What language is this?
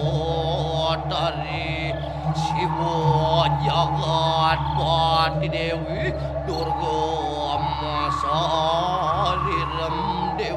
Balinese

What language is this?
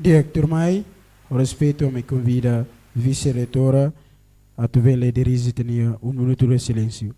Tetum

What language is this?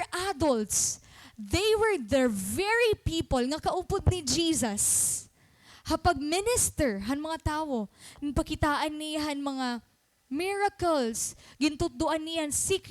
Waray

